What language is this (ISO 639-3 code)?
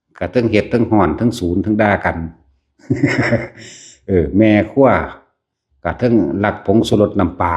lao